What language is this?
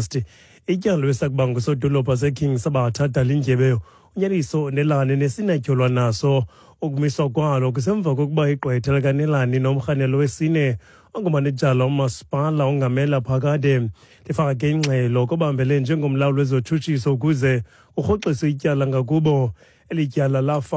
Xhosa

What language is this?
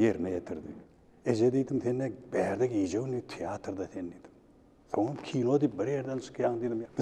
Turkmen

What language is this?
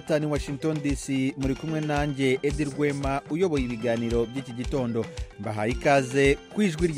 Kinyarwanda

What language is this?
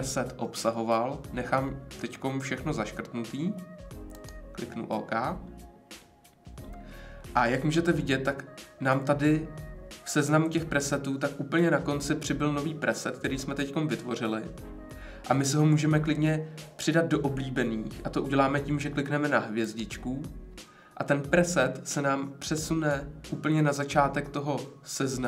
Czech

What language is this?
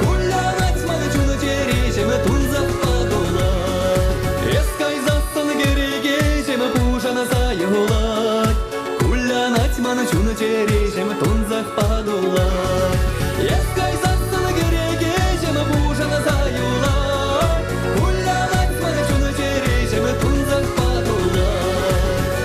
Chuvash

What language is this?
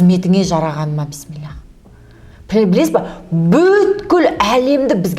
Kazakh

